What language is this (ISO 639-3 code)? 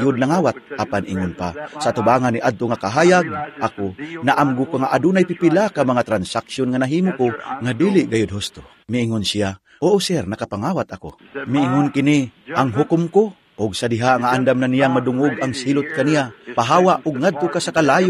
ceb